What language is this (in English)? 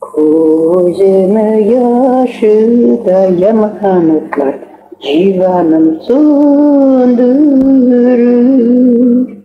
Crimean Tatar